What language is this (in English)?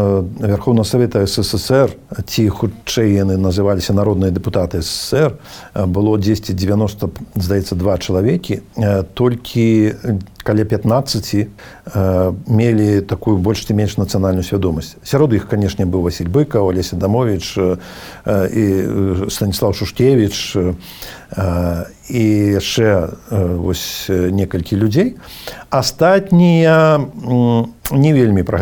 Belarusian